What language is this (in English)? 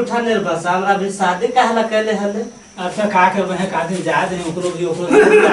Magahi